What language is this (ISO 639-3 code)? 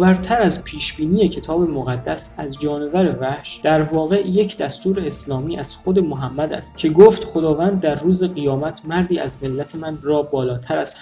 fas